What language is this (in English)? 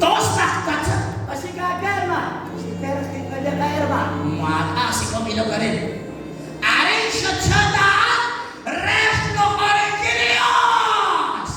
Kekchí